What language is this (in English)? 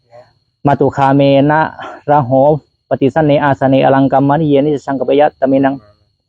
Pali